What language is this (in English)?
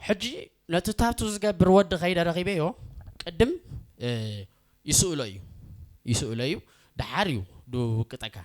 Tigrinya